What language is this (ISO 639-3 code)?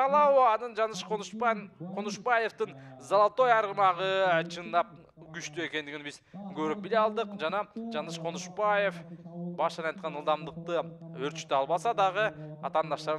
kir